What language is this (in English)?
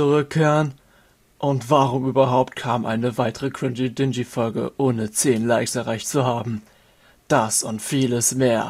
German